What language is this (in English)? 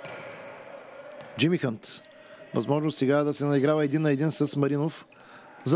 Bulgarian